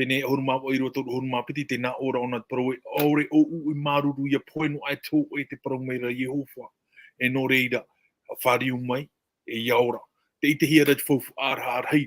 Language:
Tahitian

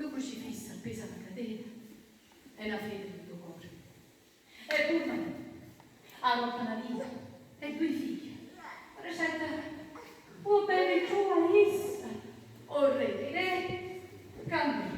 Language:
Neapolitan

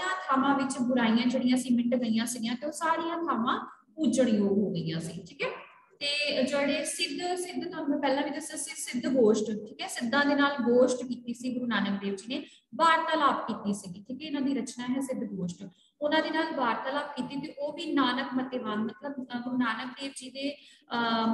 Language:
Punjabi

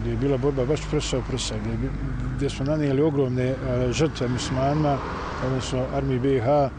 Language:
Bosnian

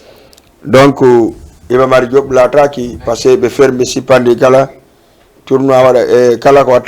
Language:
Fula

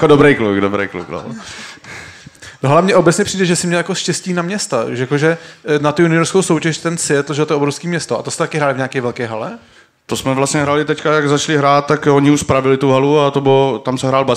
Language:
Czech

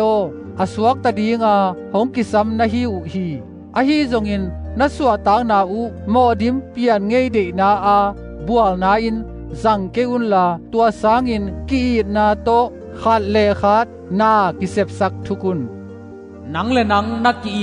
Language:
Tedim Chin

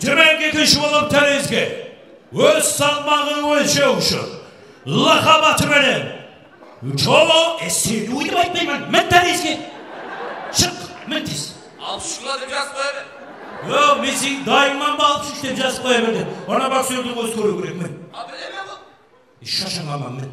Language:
Kara-Kalpak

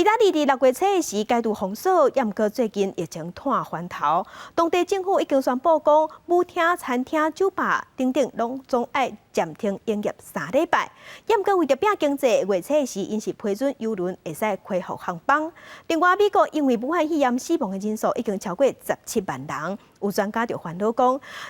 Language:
Min Nan Chinese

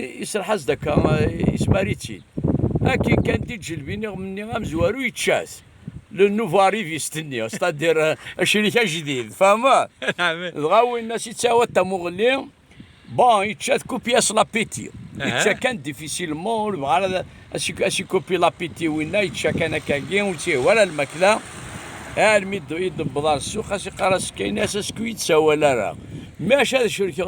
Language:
Kabyle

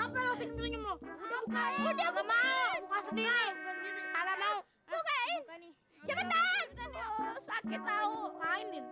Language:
Betawi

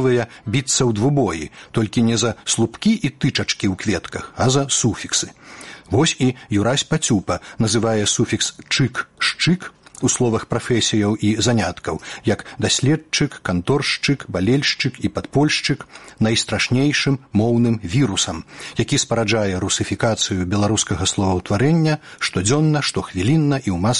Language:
Belarusian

